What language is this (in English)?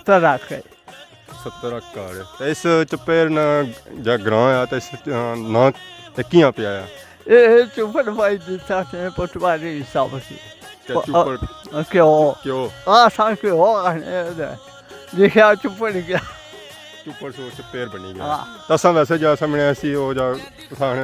Pahari-Potwari